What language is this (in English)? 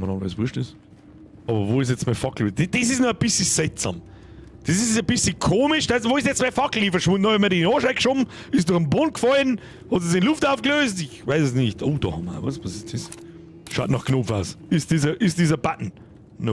Bavarian